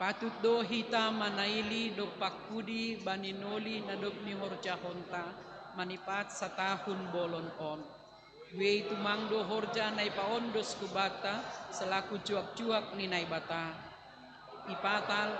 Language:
Batak Simalungun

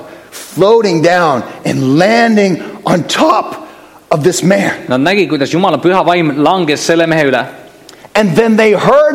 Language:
Estonian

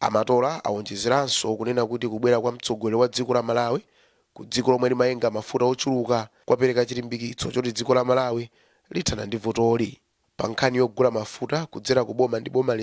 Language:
Nyanja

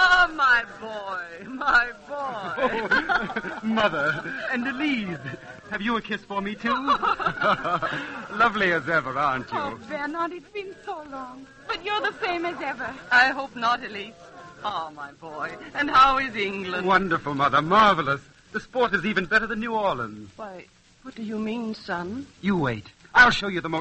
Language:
English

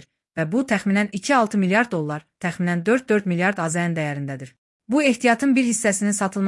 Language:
Azerbaijani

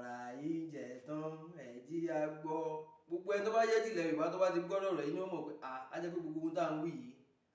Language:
Yoruba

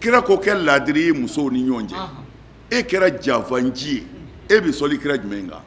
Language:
Bambara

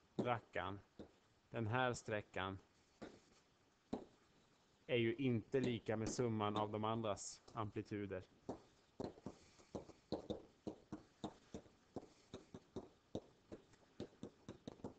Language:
Swedish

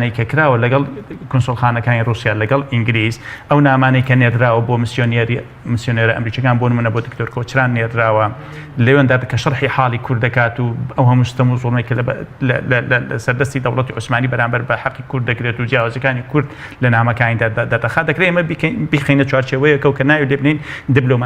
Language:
Central Kurdish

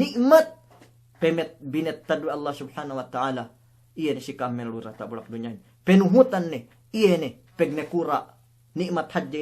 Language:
Yakan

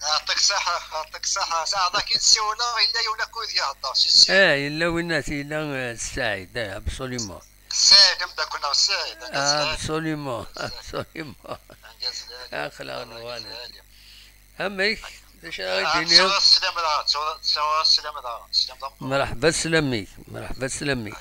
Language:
Kabyle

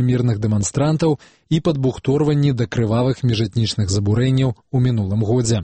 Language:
Belarusian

